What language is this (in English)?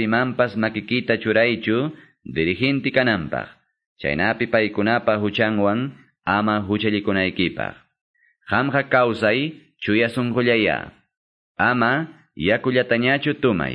Quechua